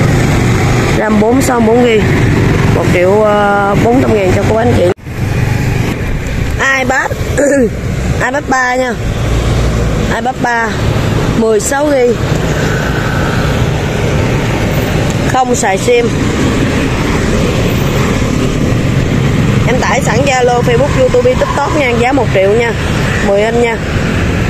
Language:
Vietnamese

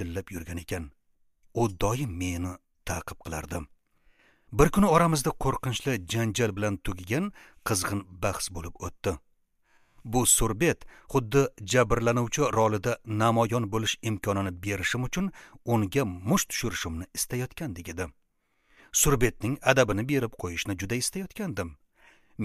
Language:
Uzbek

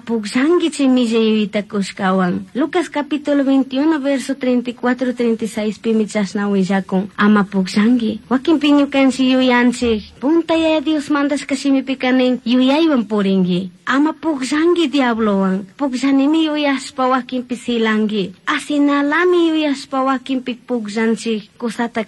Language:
Chimborazo Highland Quichua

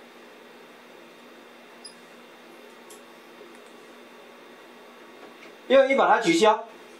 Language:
Chinese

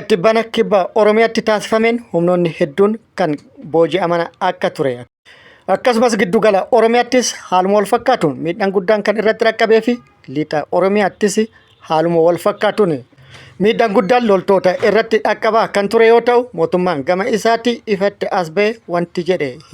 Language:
Oromo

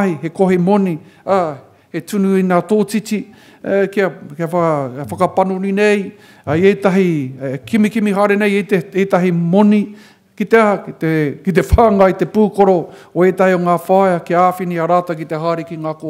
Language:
Māori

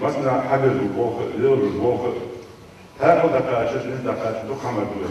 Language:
Ingush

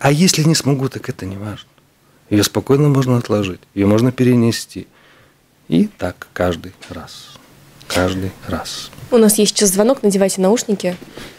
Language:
Russian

